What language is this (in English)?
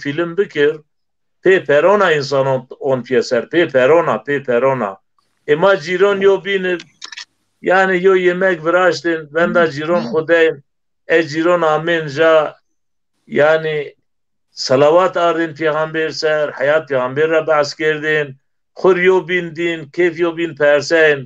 Zaza